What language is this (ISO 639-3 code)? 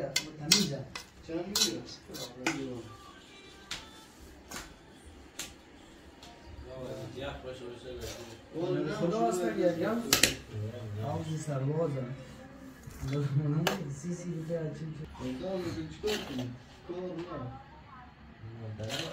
fas